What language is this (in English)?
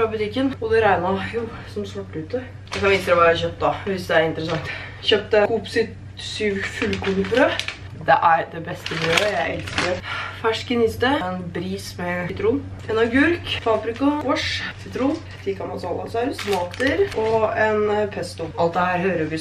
Norwegian